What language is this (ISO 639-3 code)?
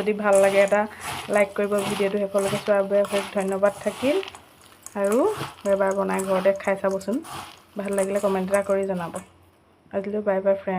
asm